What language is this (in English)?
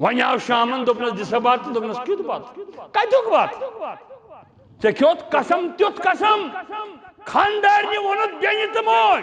Kashmiri